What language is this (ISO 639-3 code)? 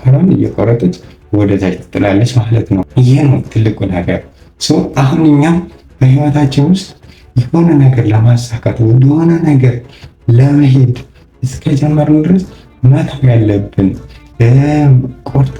amh